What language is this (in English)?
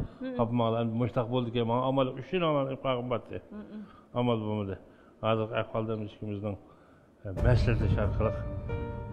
Uyghur